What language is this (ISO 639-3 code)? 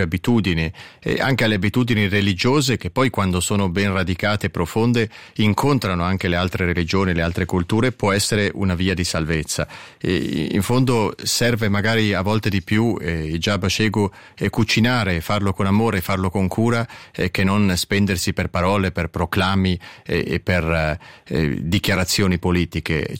ita